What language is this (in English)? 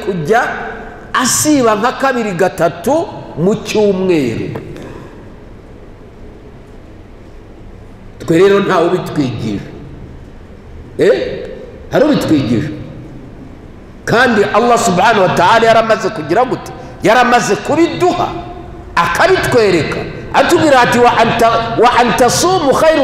Kinyarwanda